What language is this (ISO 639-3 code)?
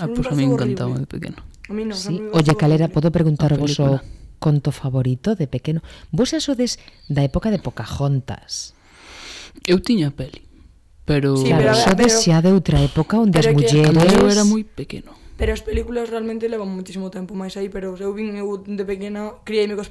glg